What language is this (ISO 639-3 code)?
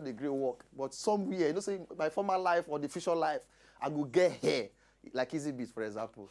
pcm